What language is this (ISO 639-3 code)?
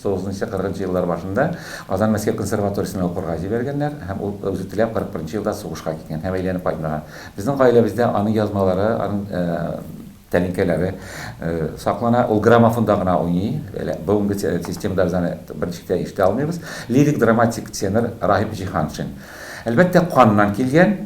tat